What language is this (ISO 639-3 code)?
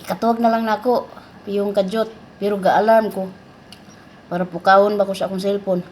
ceb